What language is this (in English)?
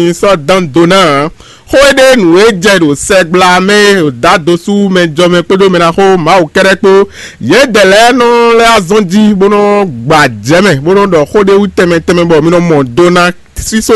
Fon